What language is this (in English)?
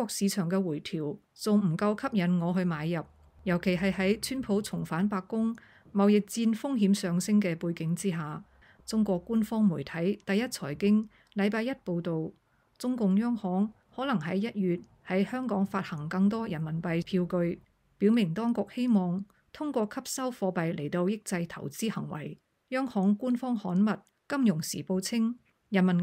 Cantonese